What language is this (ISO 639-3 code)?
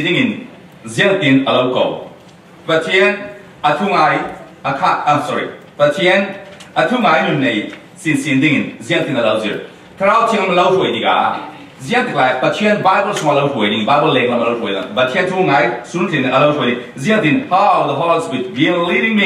cfm